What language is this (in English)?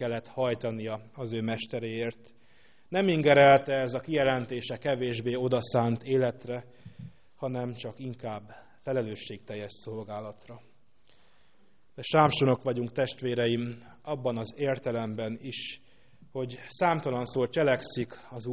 Hungarian